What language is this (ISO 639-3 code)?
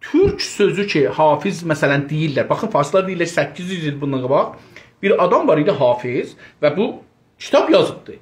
azb